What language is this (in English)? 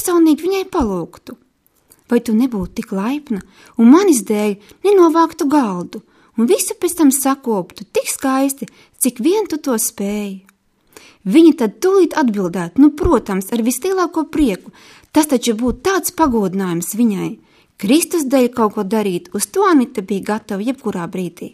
Latvian